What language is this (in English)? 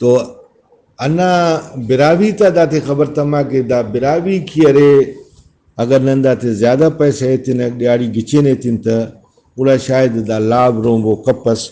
Brahui